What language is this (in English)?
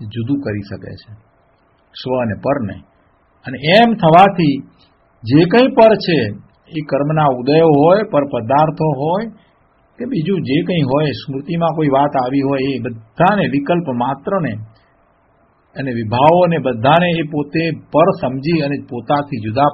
Gujarati